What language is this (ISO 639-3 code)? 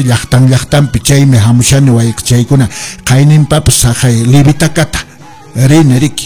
que